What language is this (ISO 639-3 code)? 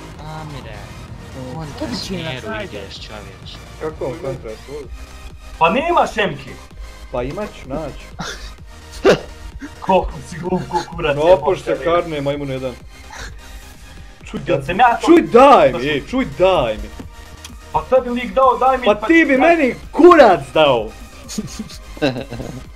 hrv